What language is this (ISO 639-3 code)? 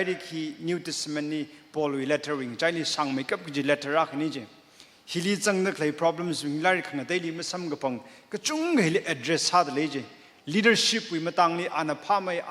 nmf